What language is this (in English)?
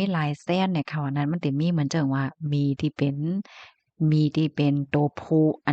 Shan